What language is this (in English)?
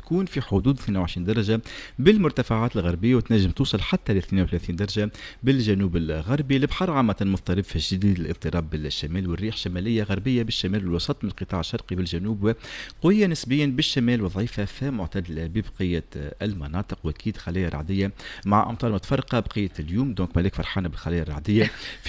Tunisian Arabic